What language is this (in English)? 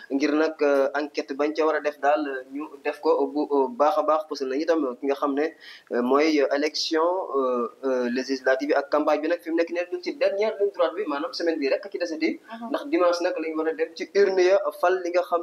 Wolof